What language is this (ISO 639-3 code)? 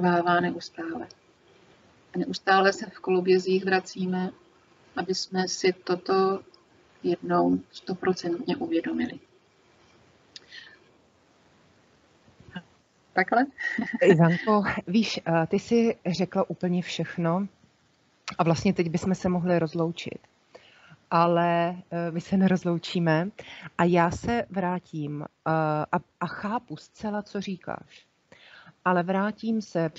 ces